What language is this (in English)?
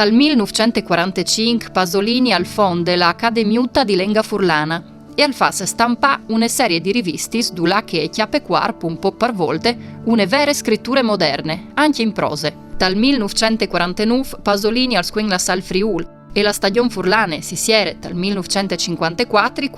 Friulian